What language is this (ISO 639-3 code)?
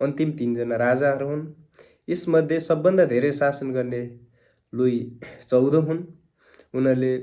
nep